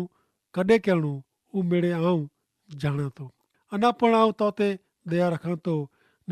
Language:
Kachhi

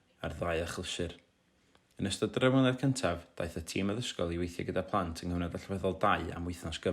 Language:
Welsh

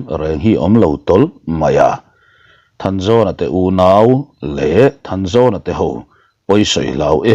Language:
Mizo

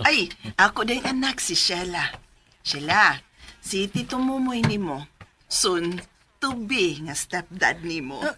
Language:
Cebuano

